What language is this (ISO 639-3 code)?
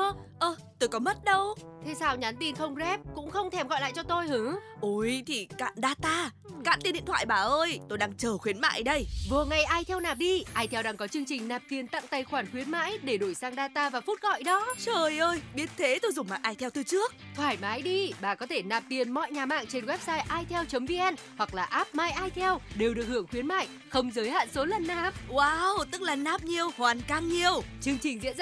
vie